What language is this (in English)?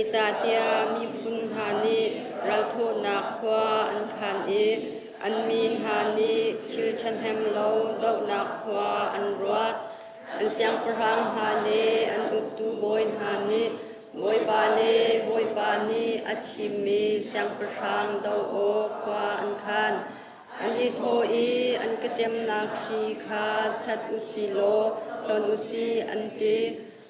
Hakha Chin